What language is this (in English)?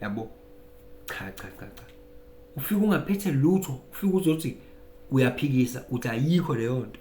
Zulu